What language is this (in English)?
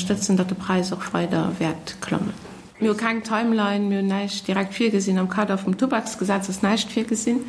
Luxembourgish